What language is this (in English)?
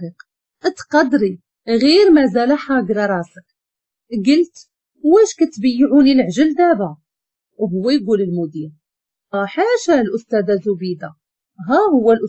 Moroccan Arabic